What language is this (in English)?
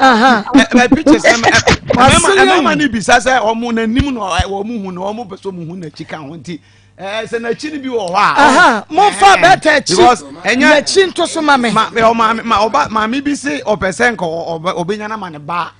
Akan